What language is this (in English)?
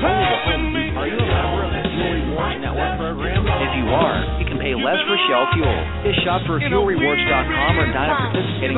English